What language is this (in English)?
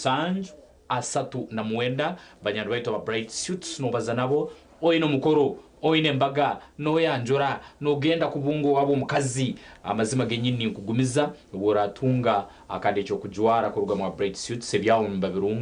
Nyankole